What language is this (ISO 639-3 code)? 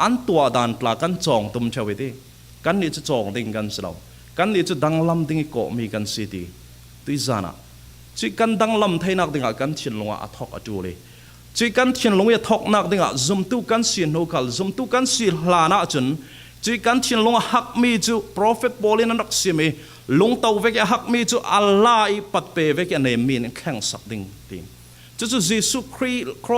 cfm